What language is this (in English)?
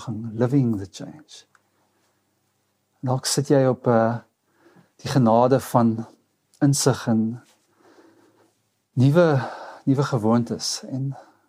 Afrikaans